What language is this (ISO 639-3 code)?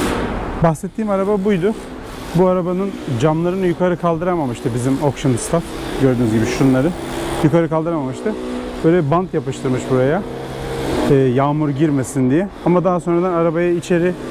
tur